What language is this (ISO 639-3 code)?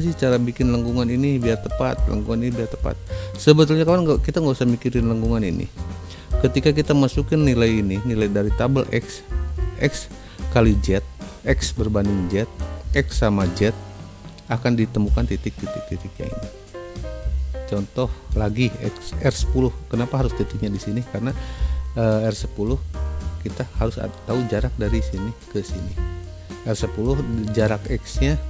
ind